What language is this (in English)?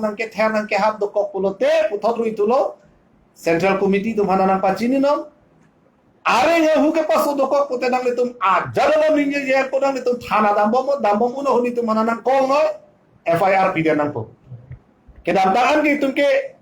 Karbi